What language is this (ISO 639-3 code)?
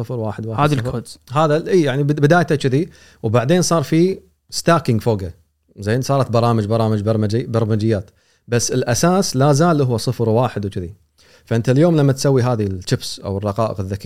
afb